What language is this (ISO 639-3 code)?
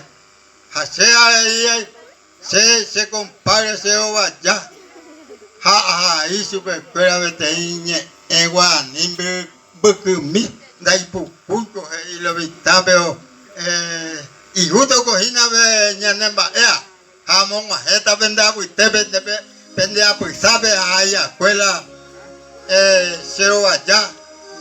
grn